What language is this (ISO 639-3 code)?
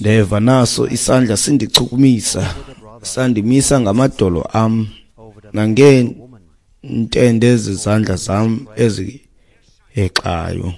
xho